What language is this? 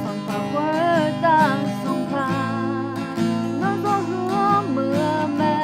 Akha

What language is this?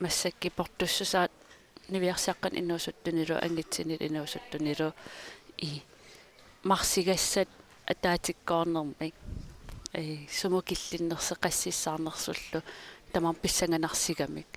Kalaallisut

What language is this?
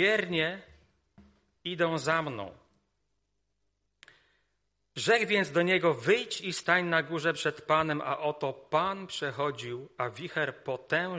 Polish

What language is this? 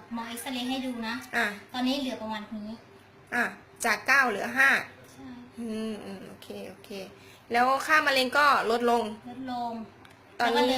Lao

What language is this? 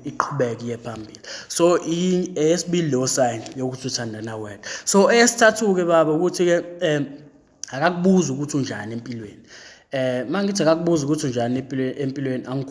Zulu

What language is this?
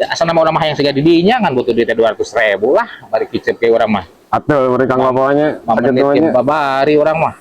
Sundanese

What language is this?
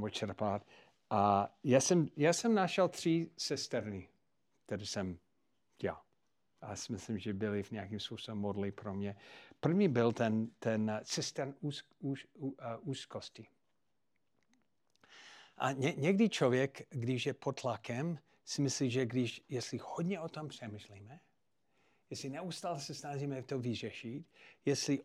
Czech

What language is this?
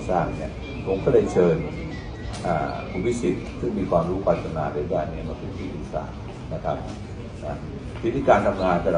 Thai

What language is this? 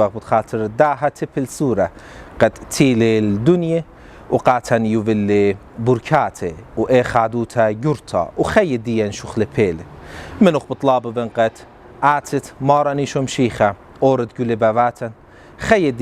Assyrian Neo-Aramaic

